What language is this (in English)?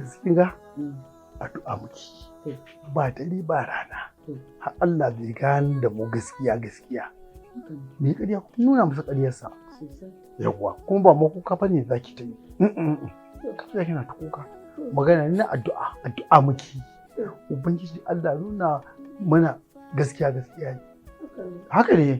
Hausa